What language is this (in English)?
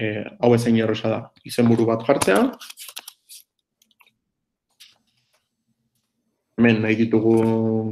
Basque